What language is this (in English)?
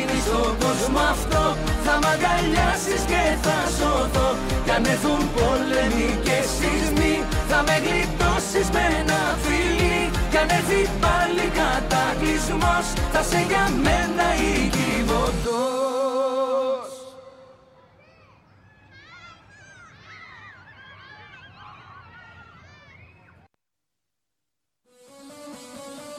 Greek